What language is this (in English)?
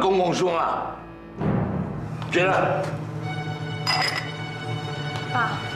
Min Nan Chinese